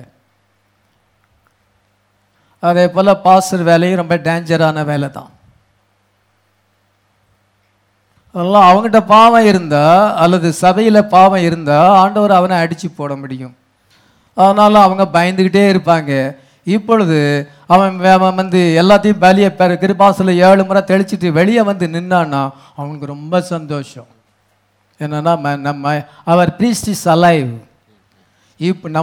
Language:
Tamil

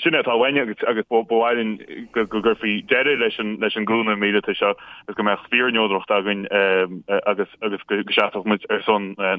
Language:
Irish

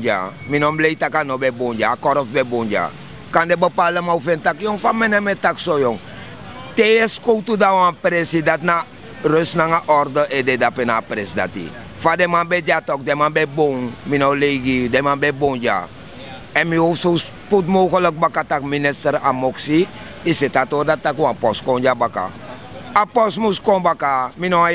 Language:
Sranan Tongo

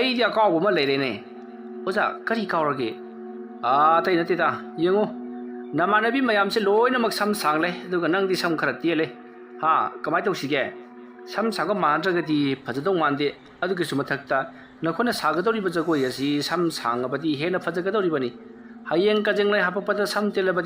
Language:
Manipuri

